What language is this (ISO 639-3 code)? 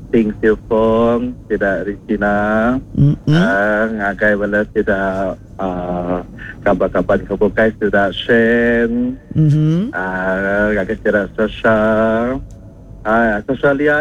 iba